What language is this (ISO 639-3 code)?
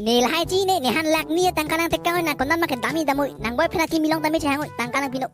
mjw